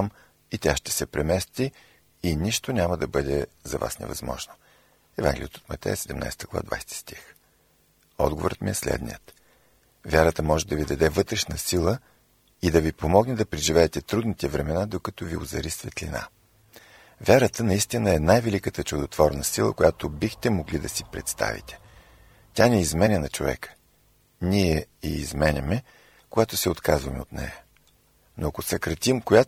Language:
Bulgarian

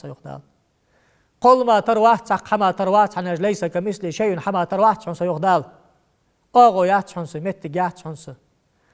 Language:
Ingush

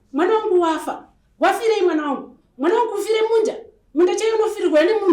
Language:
Shona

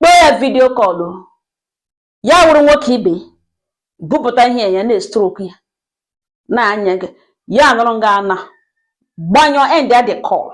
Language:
Igbo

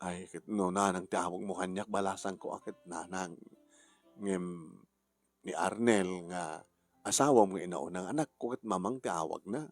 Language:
Iloko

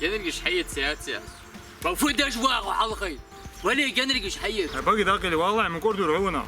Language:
Ingush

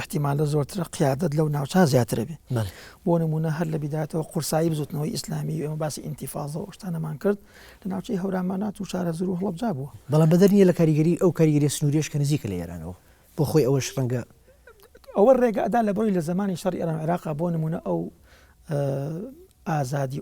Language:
Central Kurdish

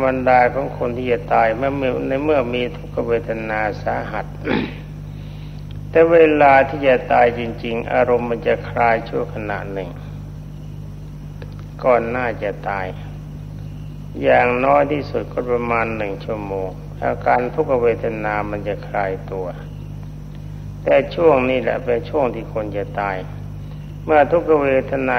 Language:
Thai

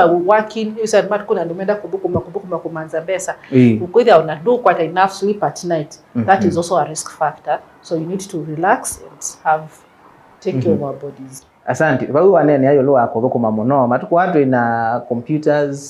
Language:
Kamba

